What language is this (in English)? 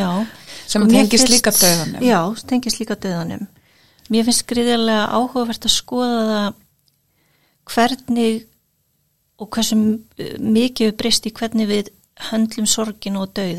Icelandic